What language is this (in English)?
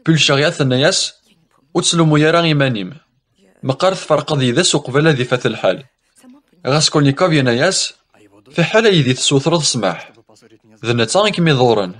Kabyle